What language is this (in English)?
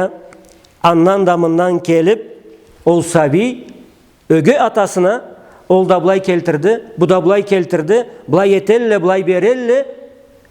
Karachay-Balkar